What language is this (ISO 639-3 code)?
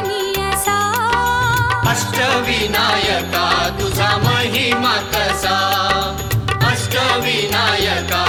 mar